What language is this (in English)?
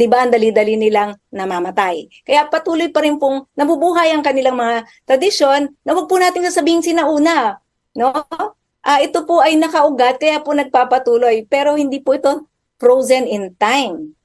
Filipino